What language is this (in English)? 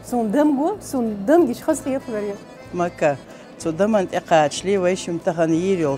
Chechen